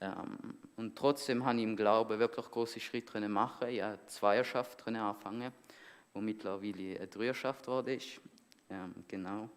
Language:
Swiss German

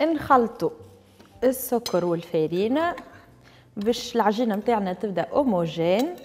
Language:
Tunisian Arabic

